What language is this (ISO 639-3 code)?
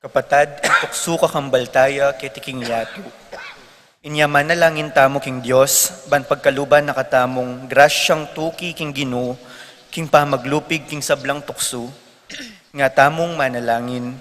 pam